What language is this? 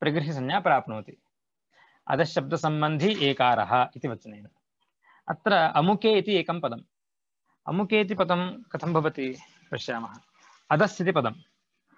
Sanskrit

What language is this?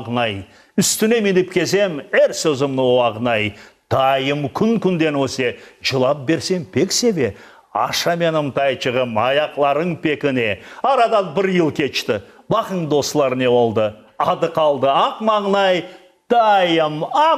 Crimean Tatar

